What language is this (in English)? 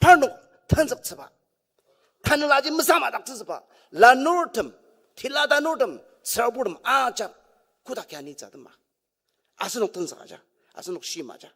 Ao Naga